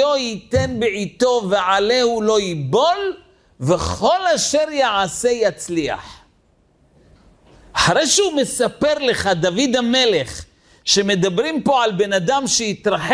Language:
Hebrew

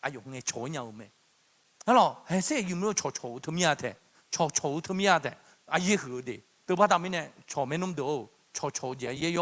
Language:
Akha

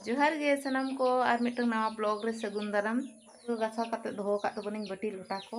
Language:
Santali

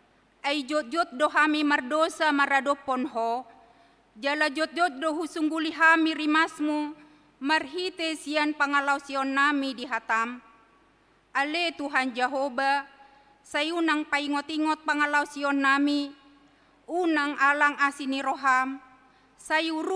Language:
Batak Toba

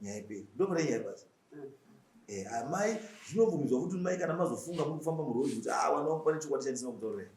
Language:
Shona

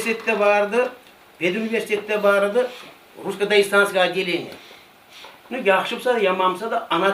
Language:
Kumyk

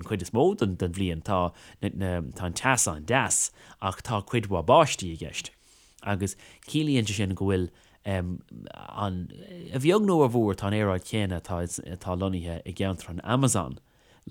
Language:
Irish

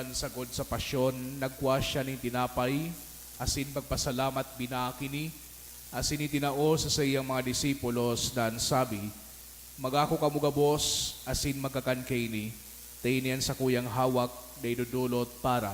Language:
Bikol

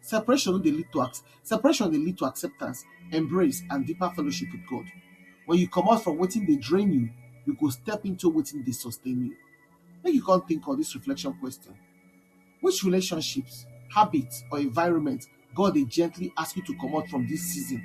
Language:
Nigerian Pidgin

